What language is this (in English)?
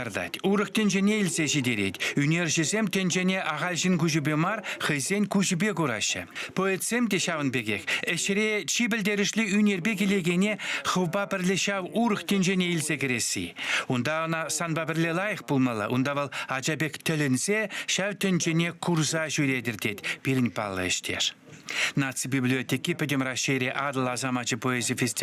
Chuvash